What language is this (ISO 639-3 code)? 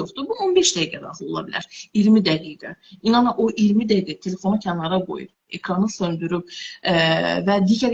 aze